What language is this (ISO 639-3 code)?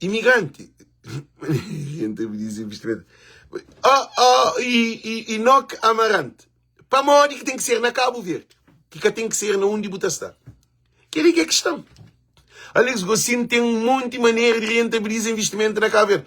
kea